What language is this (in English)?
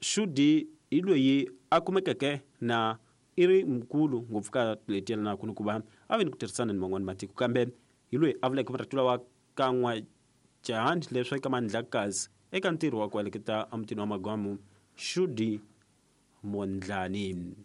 Tsonga